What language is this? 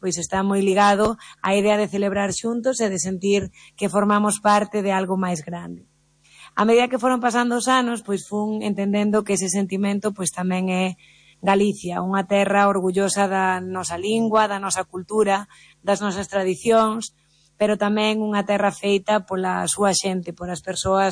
Galician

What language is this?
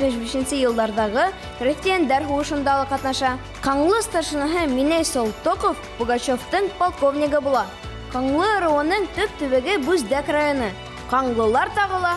Bashkir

